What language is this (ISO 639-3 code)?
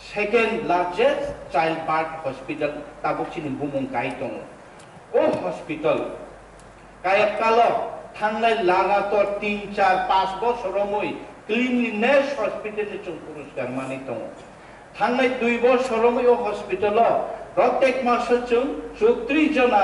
trp